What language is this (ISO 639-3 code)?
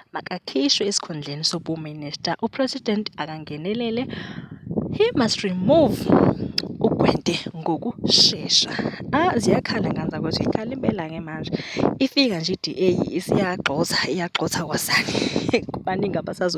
zul